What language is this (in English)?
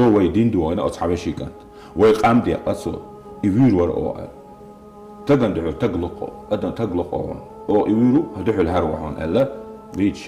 Chechen